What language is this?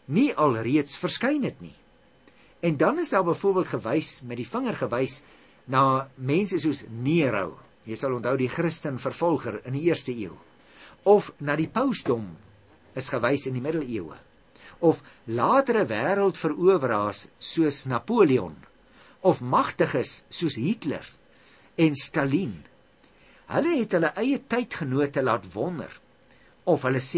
Afrikaans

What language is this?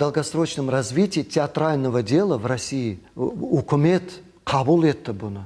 Crimean Tatar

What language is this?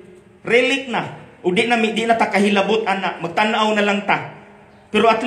Cebuano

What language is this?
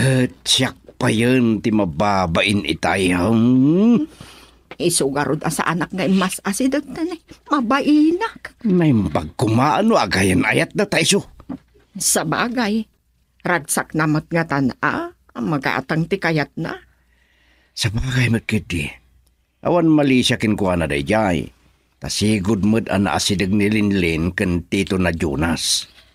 Iloko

